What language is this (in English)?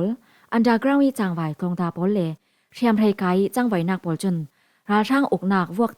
Falam Chin